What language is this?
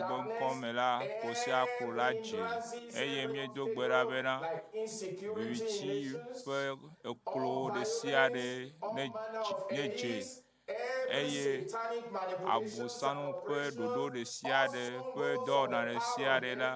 Ewe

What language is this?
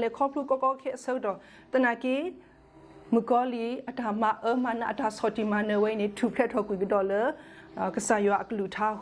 S'gaw Karen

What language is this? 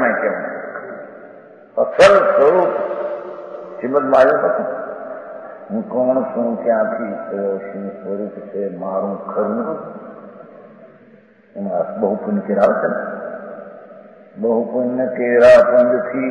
Gujarati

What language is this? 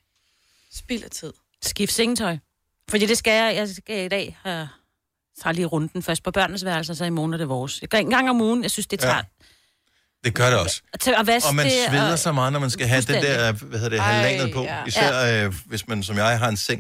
Danish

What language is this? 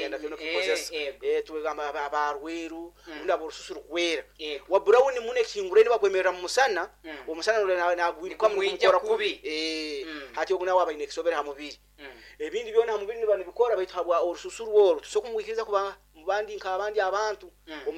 Nyoro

